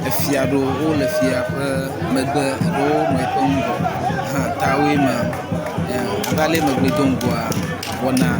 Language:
Ewe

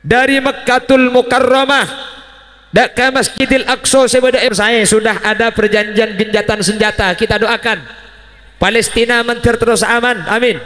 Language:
Madurese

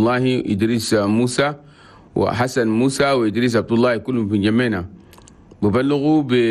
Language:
Chadian Arabic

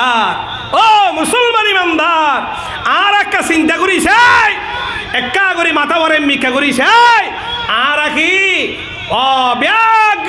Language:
Rohingya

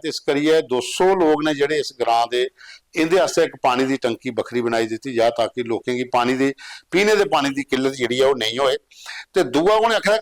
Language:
Dogri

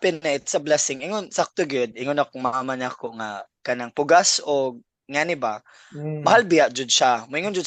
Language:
Cebuano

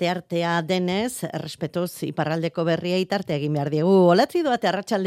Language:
Basque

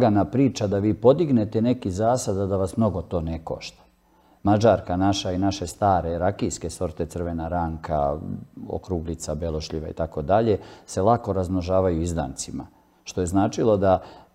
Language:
Serbian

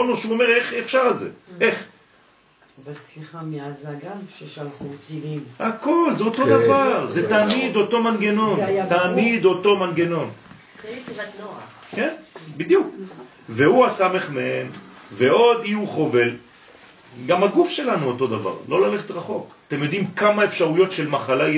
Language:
Hebrew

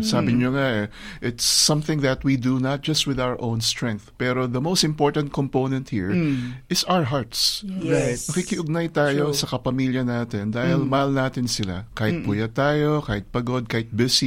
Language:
Filipino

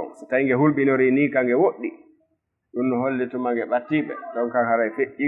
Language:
Fula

